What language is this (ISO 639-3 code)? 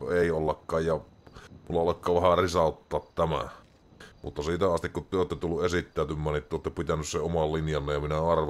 fin